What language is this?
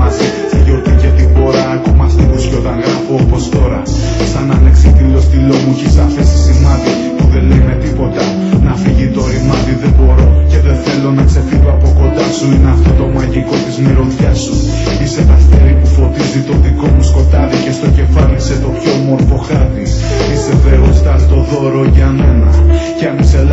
Greek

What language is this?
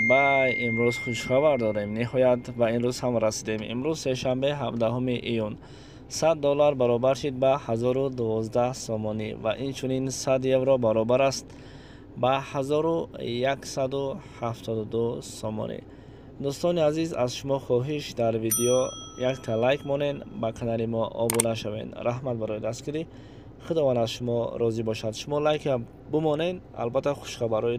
Tajik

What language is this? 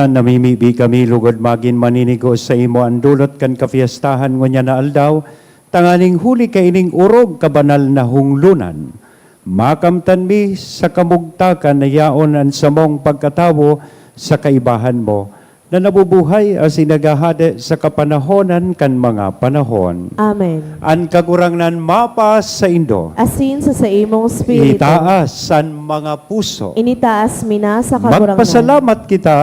Bikol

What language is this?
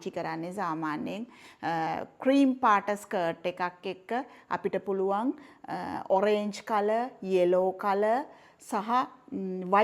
Sinhala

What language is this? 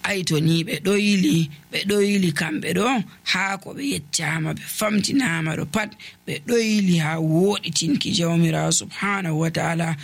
Nigerian Fulfulde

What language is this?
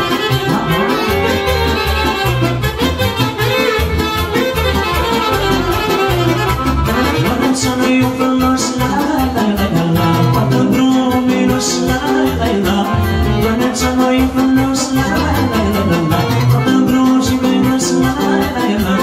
Romanian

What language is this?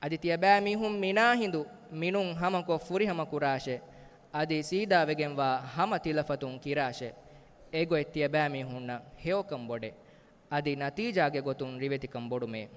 Divehi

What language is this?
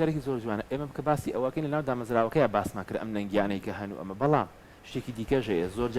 Central Kurdish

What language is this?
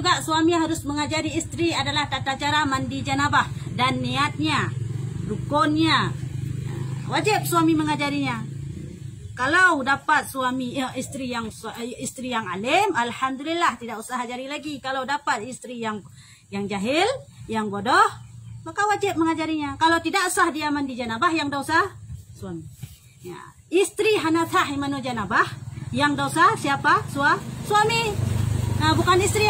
Achinese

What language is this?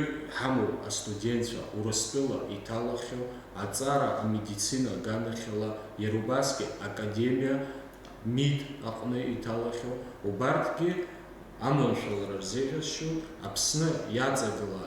Abkhazian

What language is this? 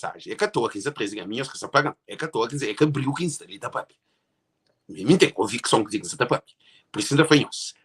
Kabuverdianu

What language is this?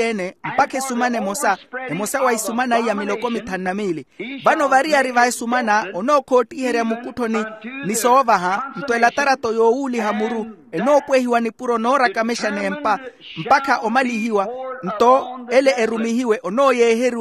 Makhuwa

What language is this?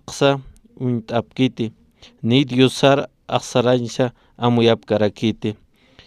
Aymara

